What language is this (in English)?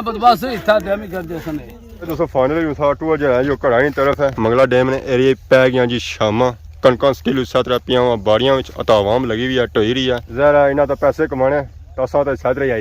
Pahari-Potwari